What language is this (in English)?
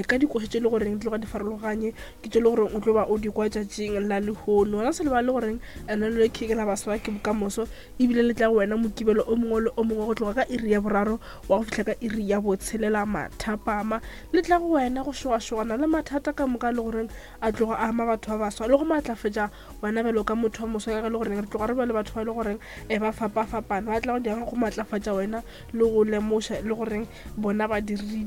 Northern Sotho